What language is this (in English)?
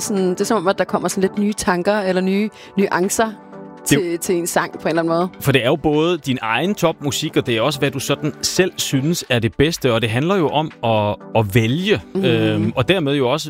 Danish